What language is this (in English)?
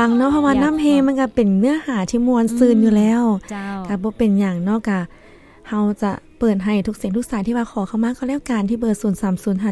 Lao